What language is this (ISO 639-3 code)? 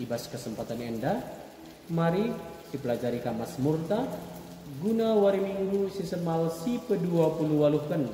btx